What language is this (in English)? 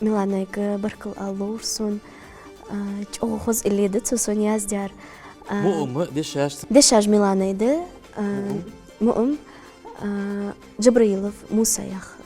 Ingush